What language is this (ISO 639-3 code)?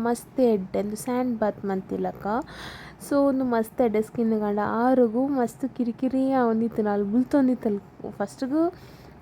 tcy